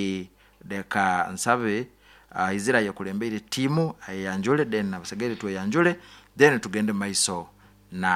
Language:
Nyoro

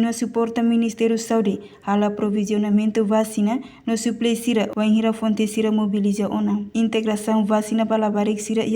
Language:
Tetum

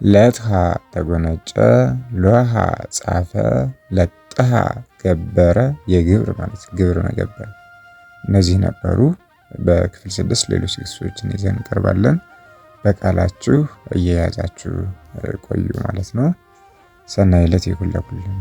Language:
Amharic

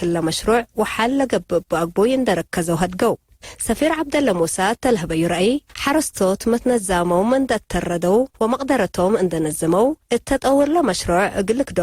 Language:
Tigre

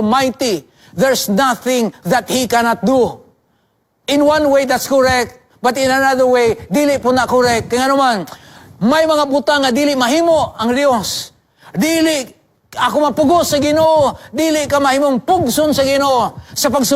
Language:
Cebuano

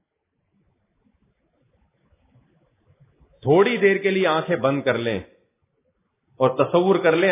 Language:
Urdu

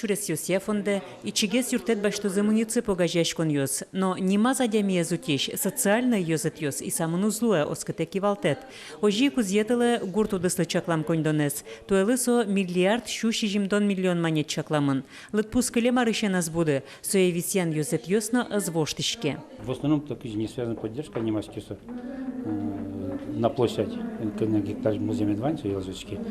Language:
Udmurt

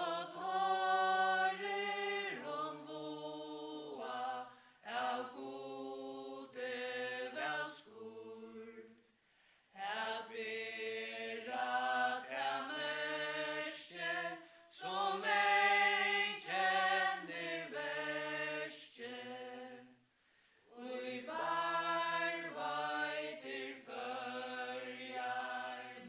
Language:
Faroese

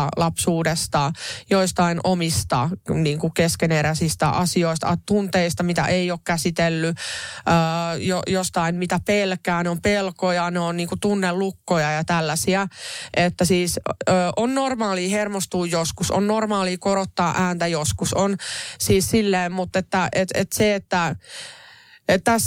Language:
Finnish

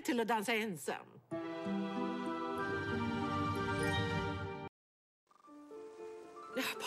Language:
Swedish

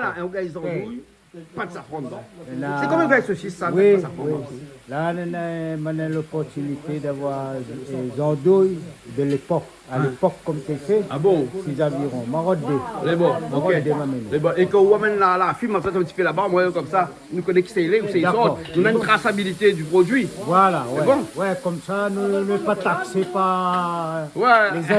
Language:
Réunion Creole French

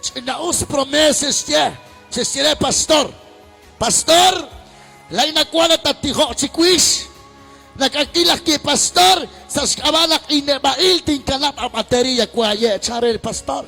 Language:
Kekchí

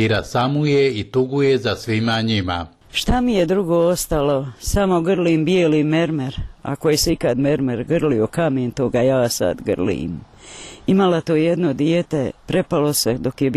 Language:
Bosnian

